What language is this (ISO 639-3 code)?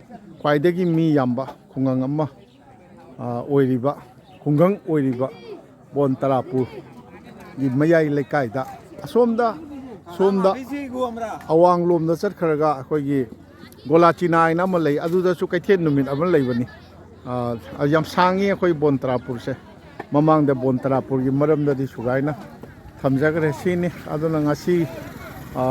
mni